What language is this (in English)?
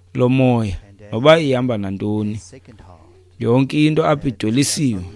Xhosa